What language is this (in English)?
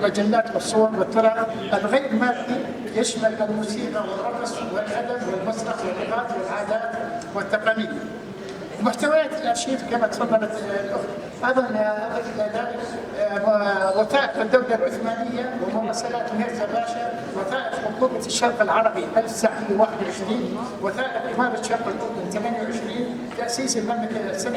North Levantine Arabic